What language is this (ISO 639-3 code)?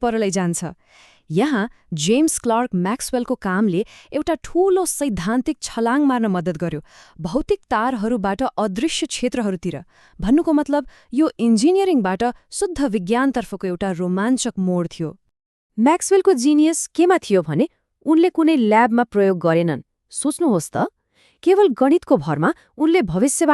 nep